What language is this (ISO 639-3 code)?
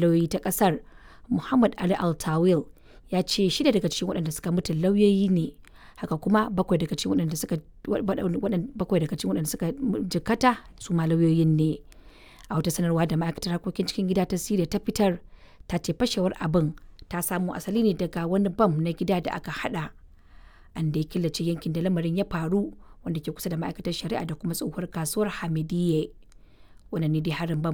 hau